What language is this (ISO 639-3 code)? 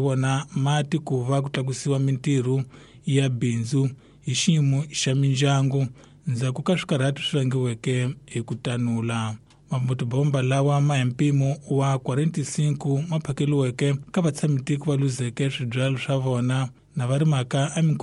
tso